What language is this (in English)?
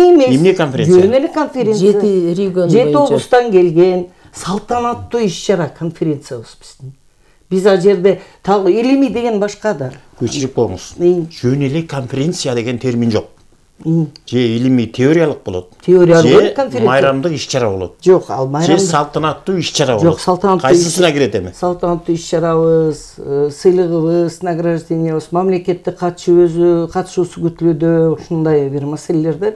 Kyrgyz